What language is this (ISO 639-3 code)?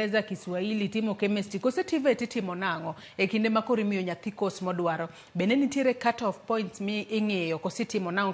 luo